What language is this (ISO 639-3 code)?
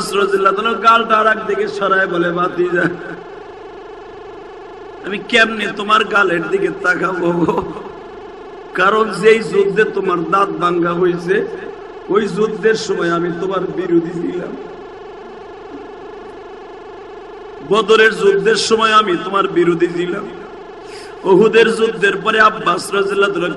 ben